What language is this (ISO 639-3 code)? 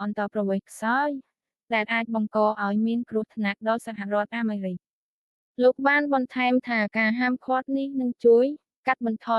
khm